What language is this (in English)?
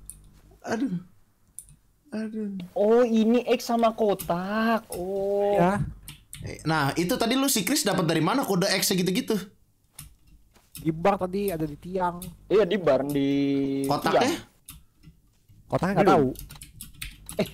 Indonesian